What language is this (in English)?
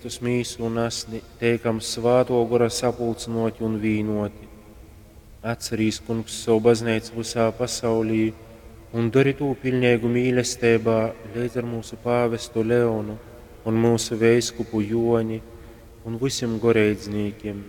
Latgalian